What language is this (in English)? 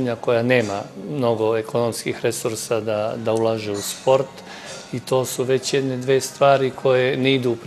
Serbian